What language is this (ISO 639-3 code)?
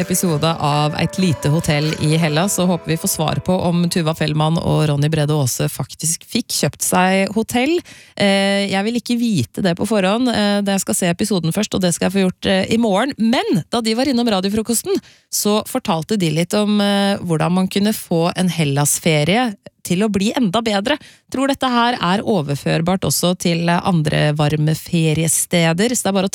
nor